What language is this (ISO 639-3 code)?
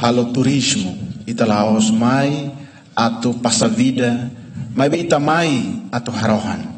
tet